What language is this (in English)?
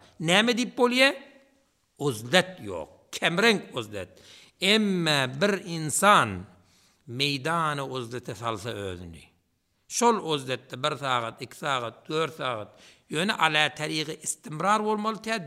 Turkmen